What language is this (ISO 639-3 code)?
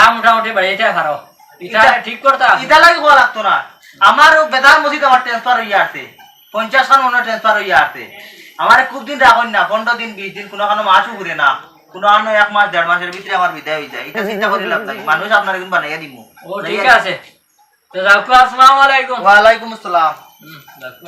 syl